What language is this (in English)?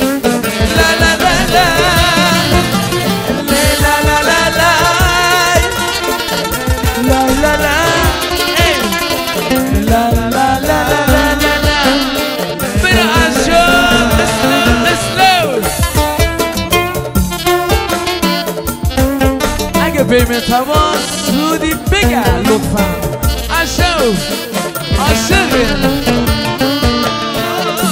Persian